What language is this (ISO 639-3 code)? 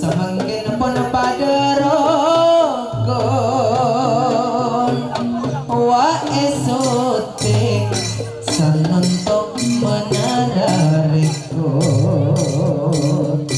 mad